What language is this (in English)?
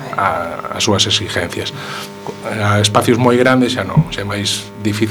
Galician